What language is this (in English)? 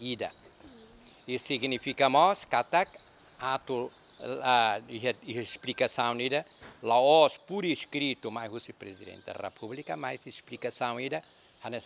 Tetum